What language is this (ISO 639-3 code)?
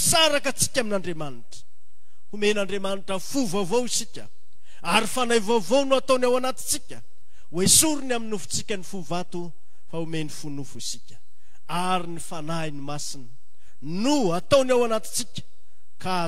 mlg